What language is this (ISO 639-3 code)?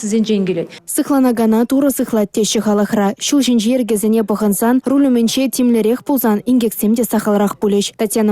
chv